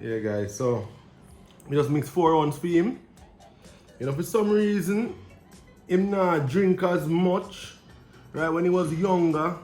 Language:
Jamaican Creole English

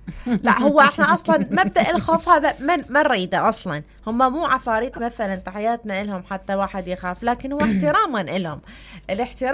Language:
Mesopotamian Arabic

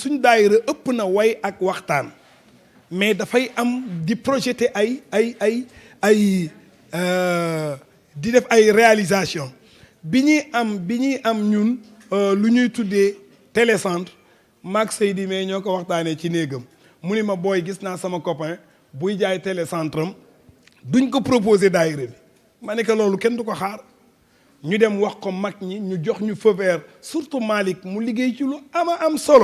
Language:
Wolof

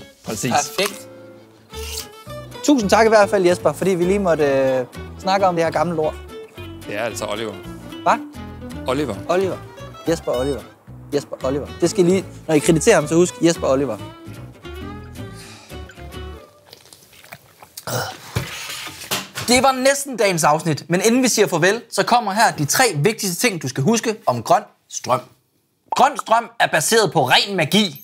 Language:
Danish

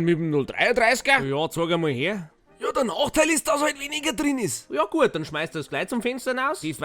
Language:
Bavarian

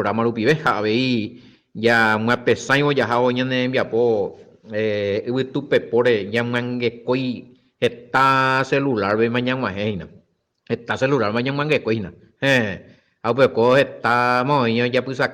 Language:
Guarani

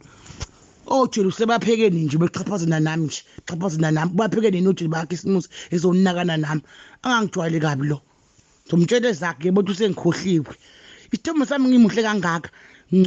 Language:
Zulu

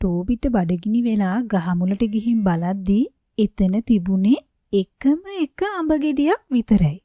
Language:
Sinhala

